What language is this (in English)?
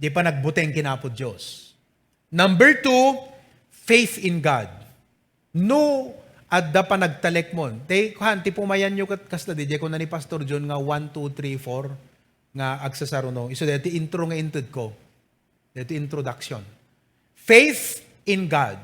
Iloko